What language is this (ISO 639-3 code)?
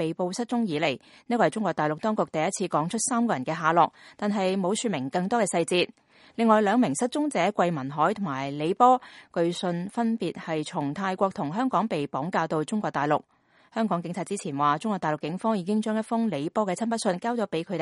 yue